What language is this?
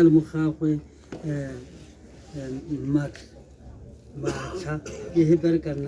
Tswana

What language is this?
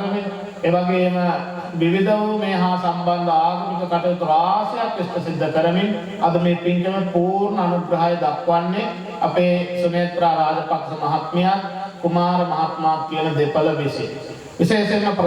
Sinhala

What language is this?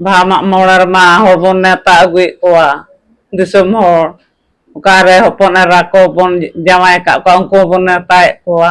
Santali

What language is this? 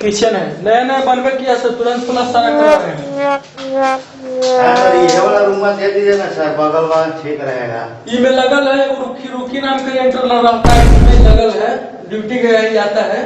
Magahi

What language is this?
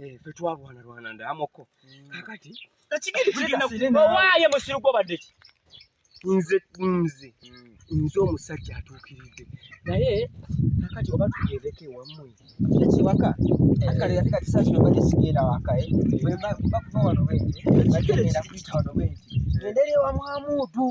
Ganda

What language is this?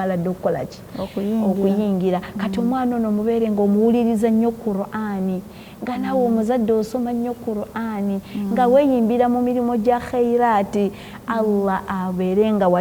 Ganda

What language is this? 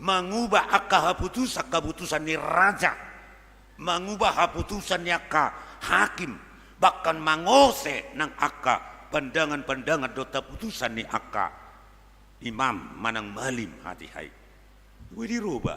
Batak Toba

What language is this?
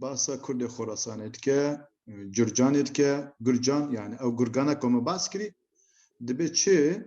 Kurdish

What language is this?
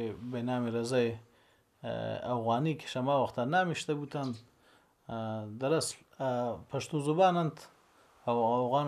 Baluchi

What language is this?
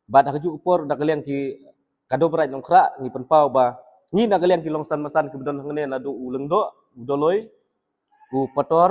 Khasi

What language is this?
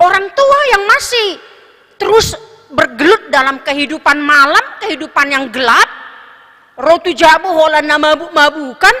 Batak Toba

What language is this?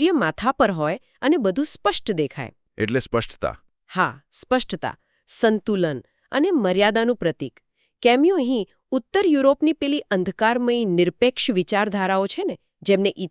Gujarati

